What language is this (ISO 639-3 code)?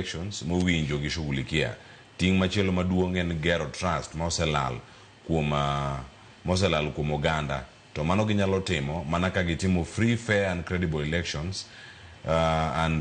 luo